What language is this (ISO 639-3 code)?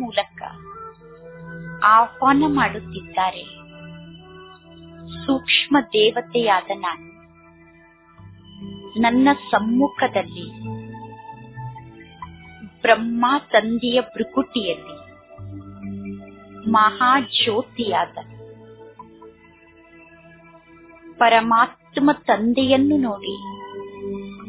kan